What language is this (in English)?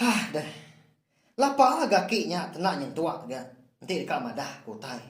Iban